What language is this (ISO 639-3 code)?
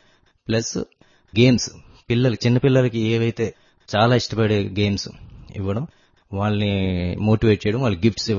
tel